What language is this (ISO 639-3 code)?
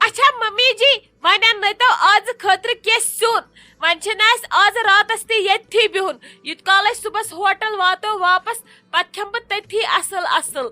kas